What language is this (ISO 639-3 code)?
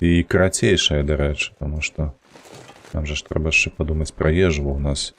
bel